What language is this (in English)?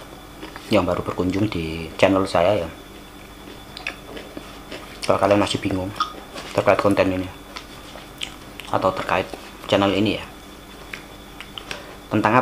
Indonesian